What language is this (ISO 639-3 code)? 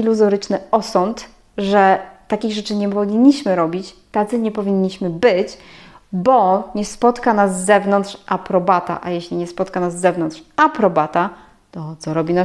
pol